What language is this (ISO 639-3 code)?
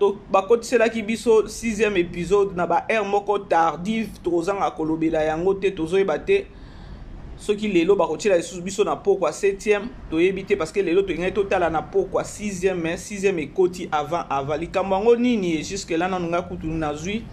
lin